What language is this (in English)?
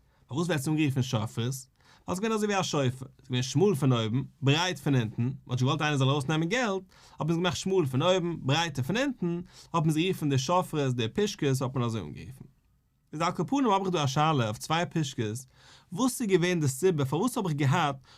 Yiddish